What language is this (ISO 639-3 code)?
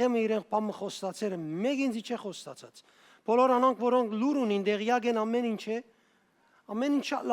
hyw